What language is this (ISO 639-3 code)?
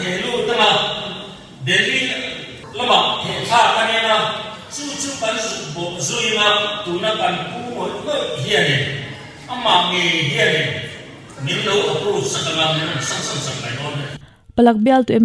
lus